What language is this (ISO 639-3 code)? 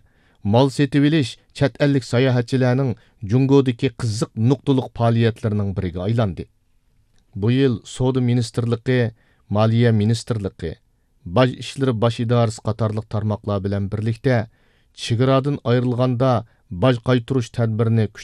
uig